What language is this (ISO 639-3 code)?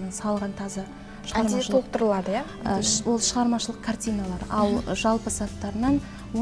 kaz